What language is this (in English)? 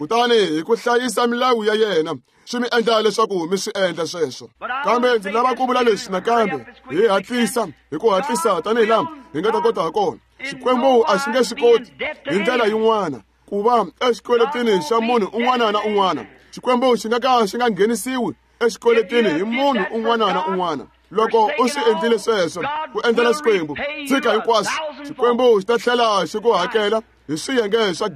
Tsonga